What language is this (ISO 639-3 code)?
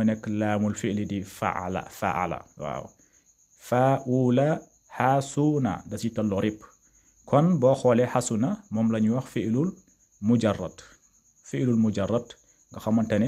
wol